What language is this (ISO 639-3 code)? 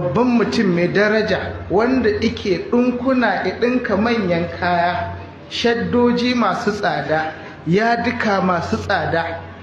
hau